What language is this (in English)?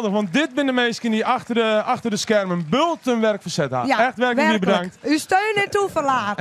Western Frisian